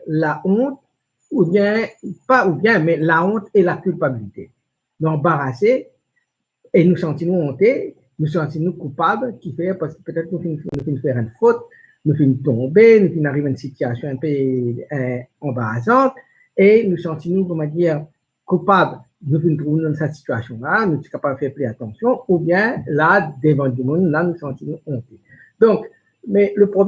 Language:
Morisyen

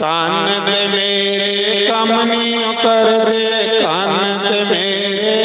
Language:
Dogri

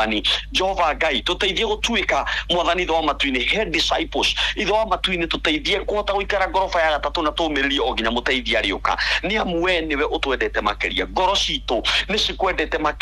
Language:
Kikuyu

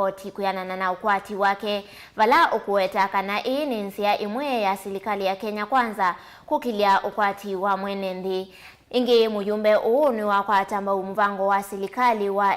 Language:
Kamba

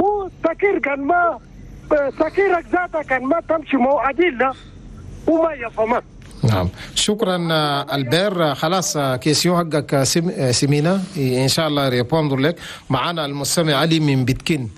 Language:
Chadian Arabic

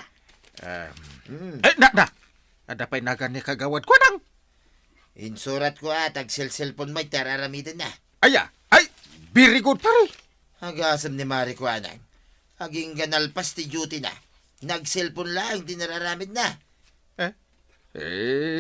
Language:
Iloko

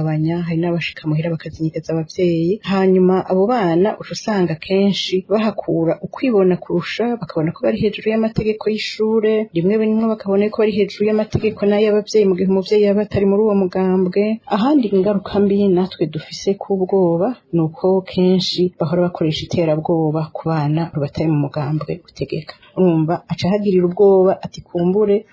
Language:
Rundi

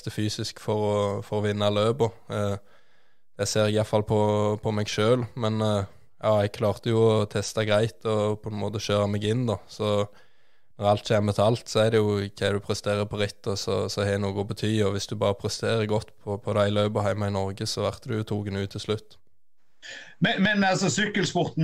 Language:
Norwegian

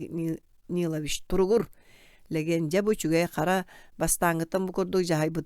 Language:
Yakut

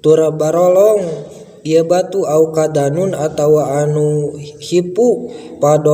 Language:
Sundanese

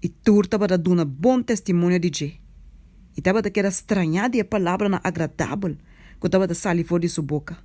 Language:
Papiamento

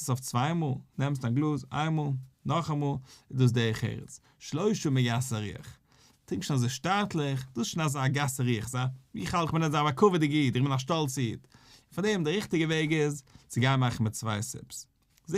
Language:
Yiddish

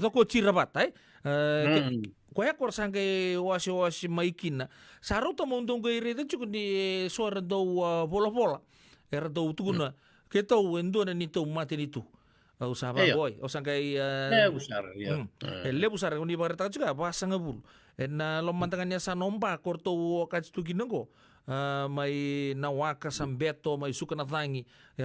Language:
Fijian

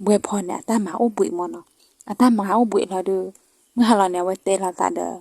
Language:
S'gaw Karen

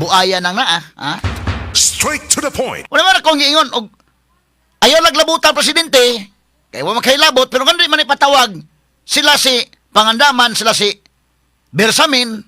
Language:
Cebuano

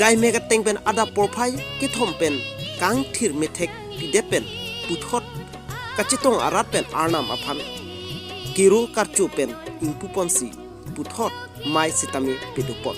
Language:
Karbi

